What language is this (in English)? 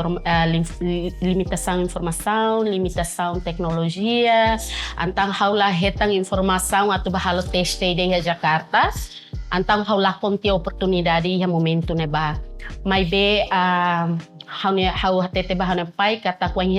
Tetum